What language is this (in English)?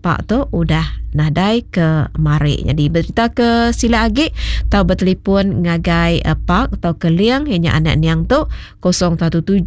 Iban